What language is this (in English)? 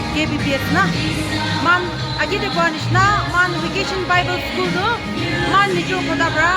Naga Pidgin